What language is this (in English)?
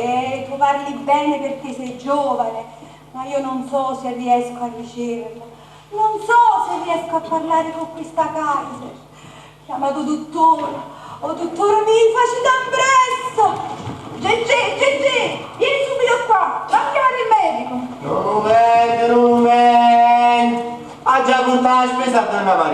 Neapolitan